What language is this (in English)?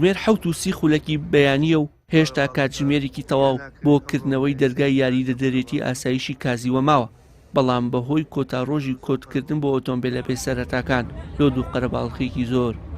Central Kurdish